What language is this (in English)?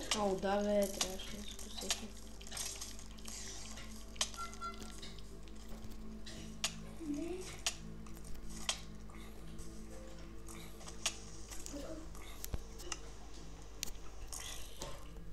Bulgarian